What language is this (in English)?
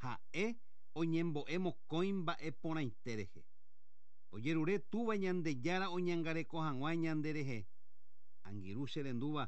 Guarani